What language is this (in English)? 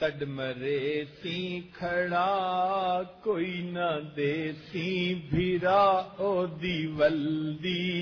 Saraiki